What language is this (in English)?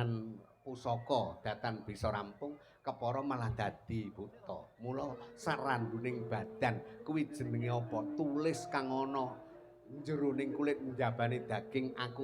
Javanese